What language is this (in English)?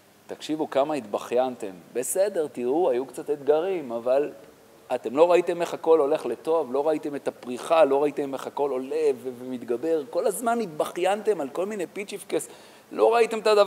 Hebrew